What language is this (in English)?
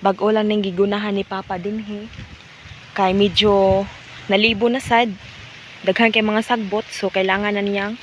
Cebuano